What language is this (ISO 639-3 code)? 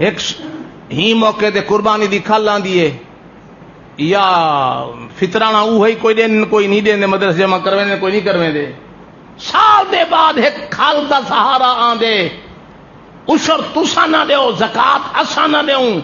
skr